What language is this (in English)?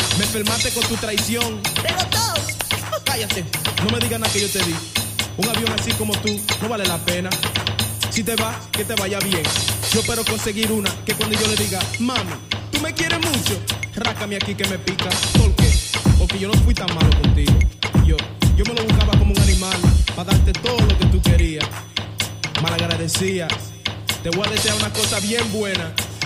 Spanish